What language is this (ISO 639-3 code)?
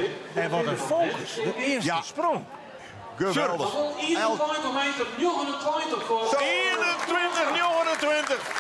fry